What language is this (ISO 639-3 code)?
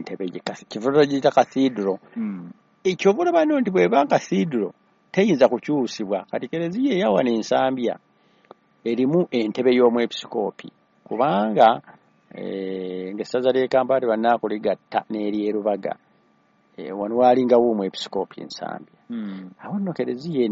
lug